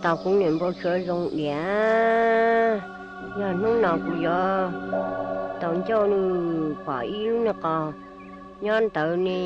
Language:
Hmong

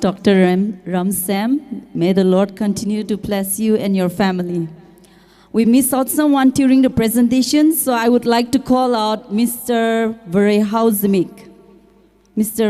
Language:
Tangkhul Naga (India)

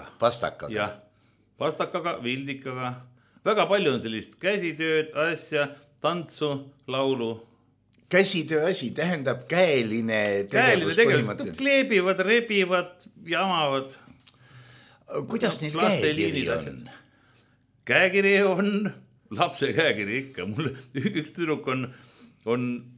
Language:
Estonian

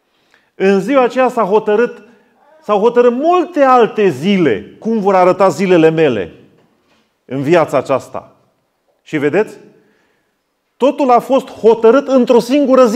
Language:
Romanian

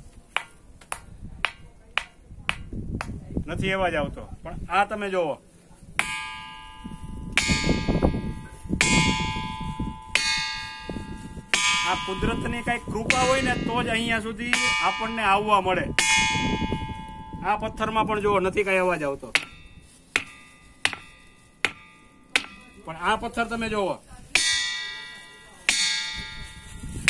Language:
Gujarati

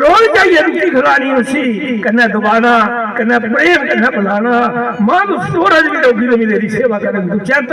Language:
Dogri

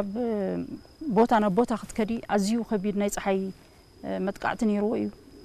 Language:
Tigrinya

